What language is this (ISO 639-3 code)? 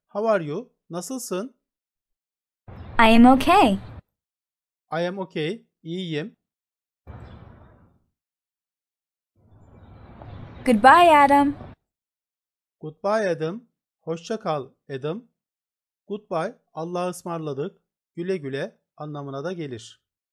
tur